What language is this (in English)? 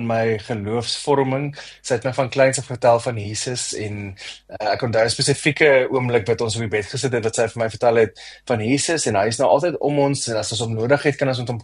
Afrikaans